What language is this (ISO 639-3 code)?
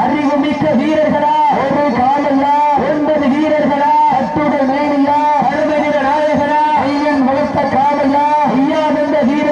tam